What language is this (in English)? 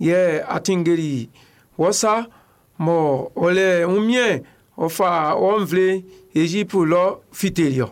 Baoulé